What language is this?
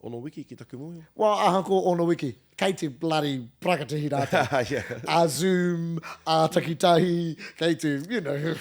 Māori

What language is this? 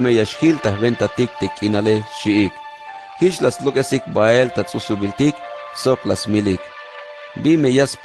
Tzeltal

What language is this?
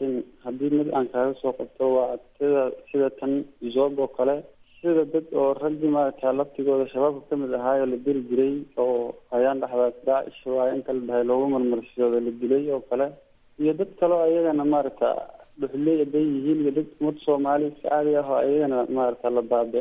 Somali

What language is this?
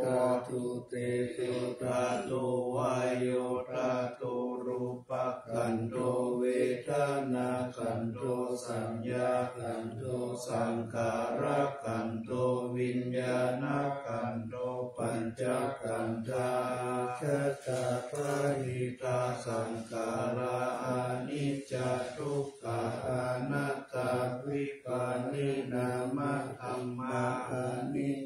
Pali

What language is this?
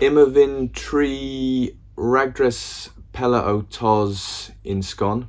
Cornish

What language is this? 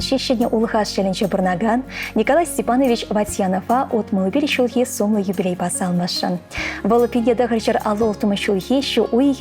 Chuvash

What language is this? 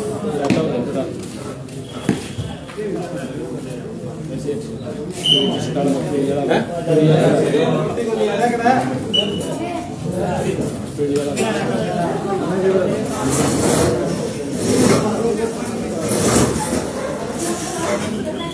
Hindi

